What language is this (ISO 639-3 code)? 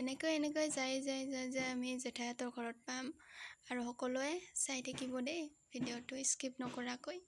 asm